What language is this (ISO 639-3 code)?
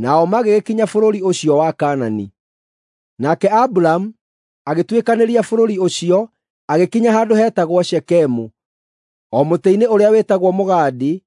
kik